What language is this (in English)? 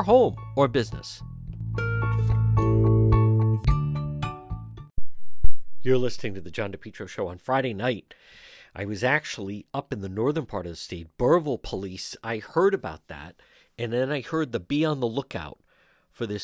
English